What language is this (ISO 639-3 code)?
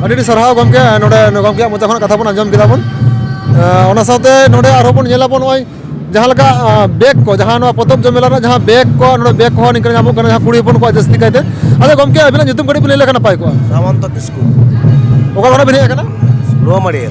sat